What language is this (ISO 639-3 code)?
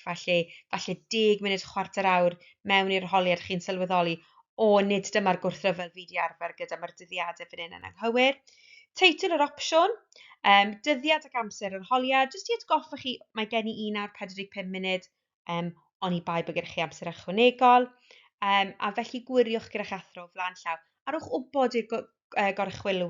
cym